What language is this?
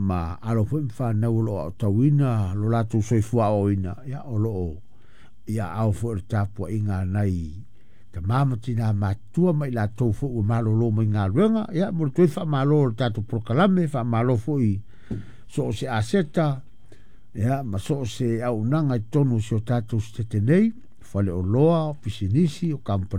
Samoan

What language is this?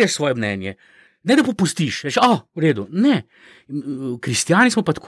Slovenian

